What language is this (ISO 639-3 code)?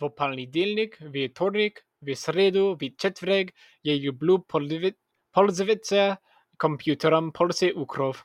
slv